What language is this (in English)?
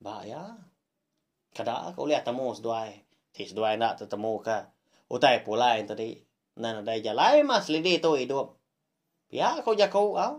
Iban